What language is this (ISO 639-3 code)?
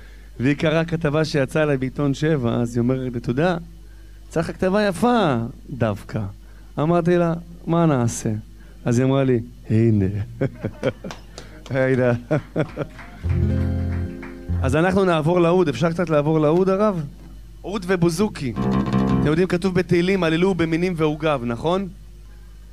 heb